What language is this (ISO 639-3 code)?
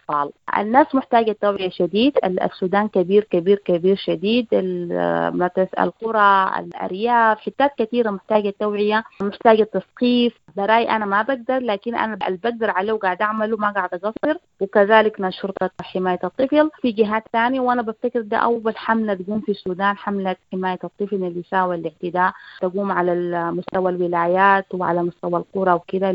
apd